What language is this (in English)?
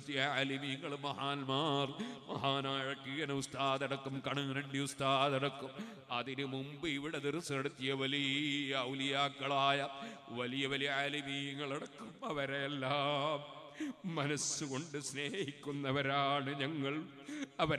Malayalam